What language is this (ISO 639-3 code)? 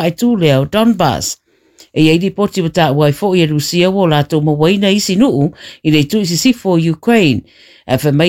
smo